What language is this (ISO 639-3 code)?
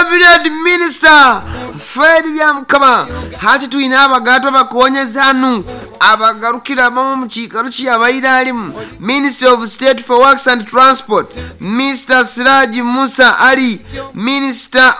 nyo